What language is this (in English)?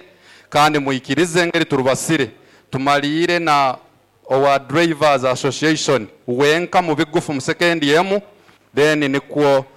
Nyoro